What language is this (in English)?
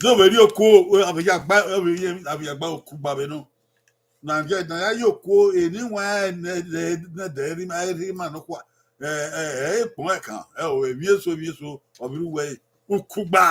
Bini